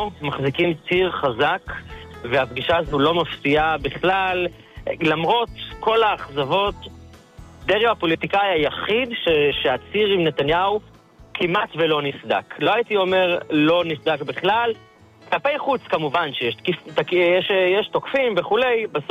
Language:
Hebrew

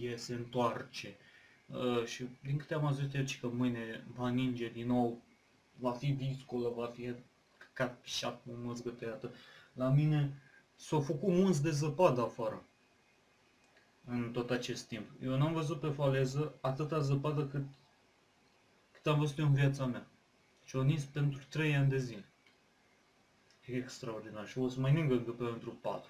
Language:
Romanian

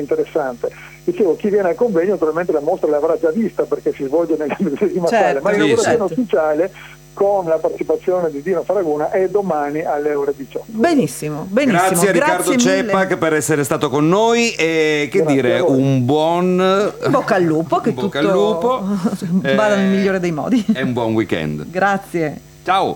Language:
Italian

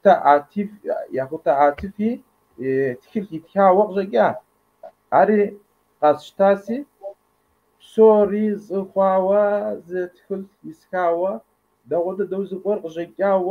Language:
Kabardian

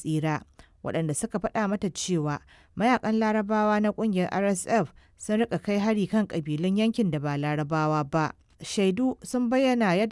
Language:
Hausa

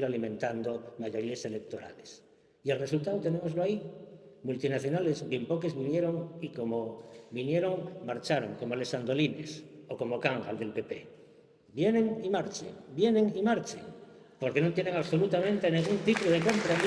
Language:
Asturian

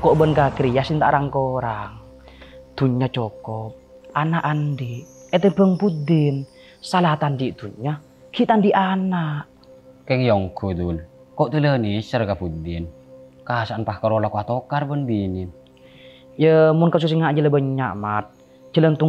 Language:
Madurese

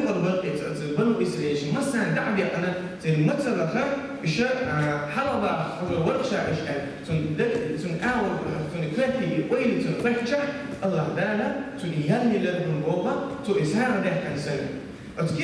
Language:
Chechen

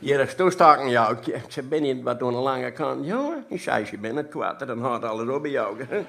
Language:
Western Frisian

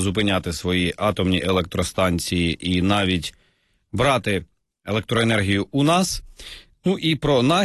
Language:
Ukrainian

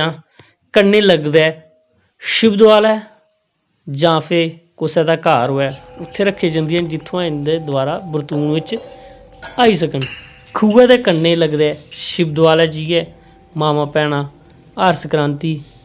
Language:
Dogri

